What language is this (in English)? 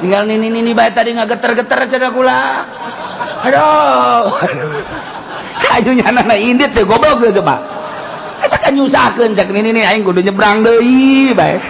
Sundanese